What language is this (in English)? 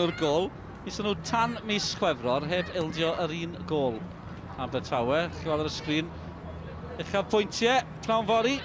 Welsh